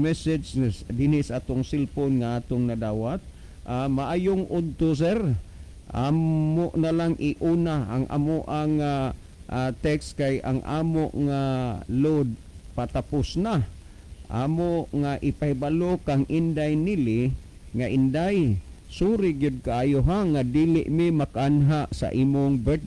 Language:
Cebuano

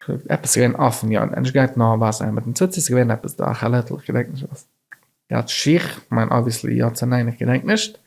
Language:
Yiddish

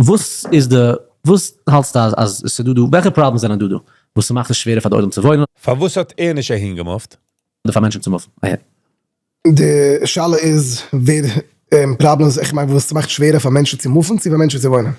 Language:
Yiddish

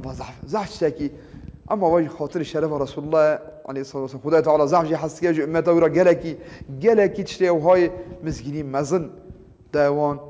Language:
Kurdish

